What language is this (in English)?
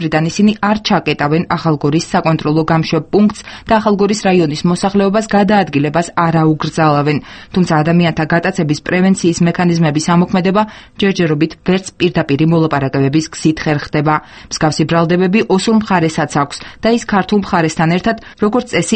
Georgian